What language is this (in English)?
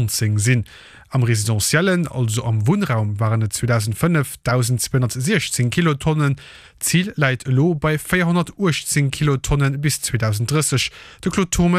Luxembourgish